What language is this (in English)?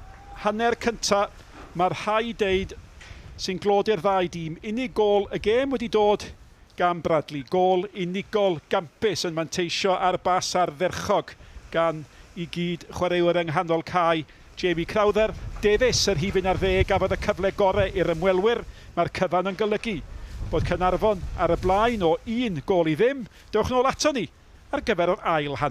Welsh